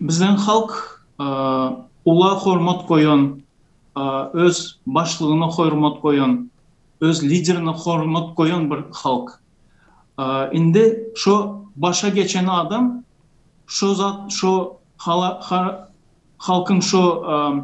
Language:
Turkmen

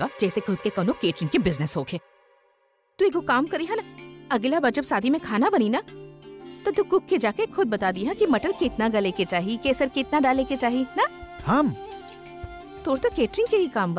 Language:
Bhojpuri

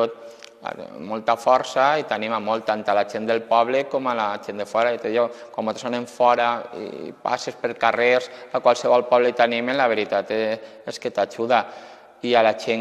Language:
Catalan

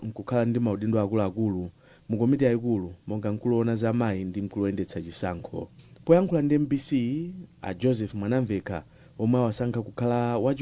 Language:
Nyanja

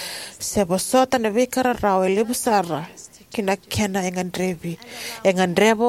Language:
Fijian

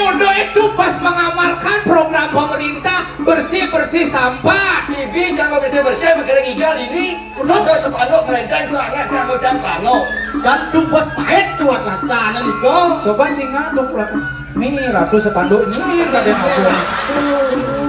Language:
Balinese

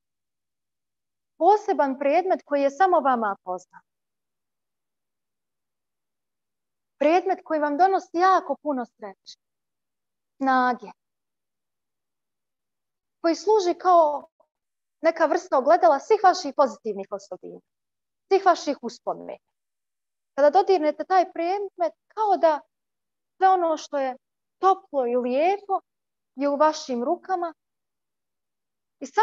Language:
Croatian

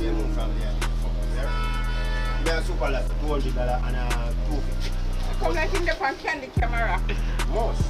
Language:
Jamaican Creole English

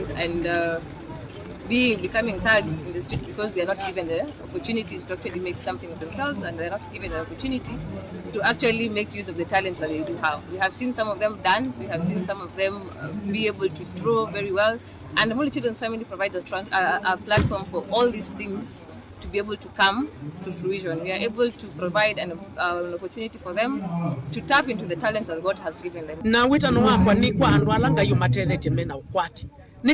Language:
Kamba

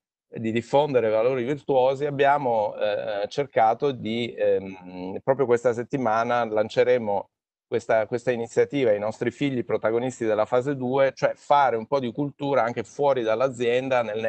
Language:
Italian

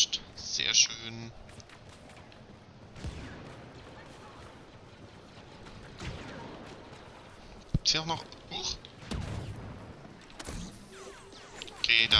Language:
German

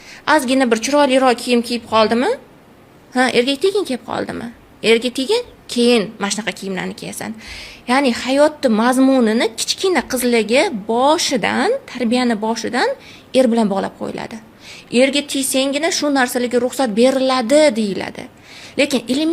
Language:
Uzbek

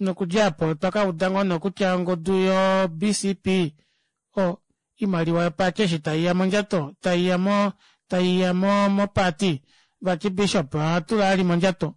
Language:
Kuanyama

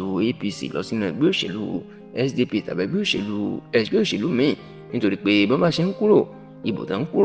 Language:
Yoruba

